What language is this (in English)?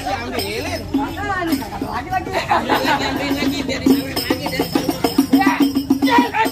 Betawi